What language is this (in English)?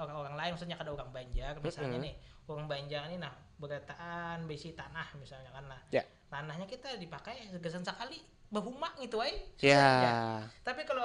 Banjar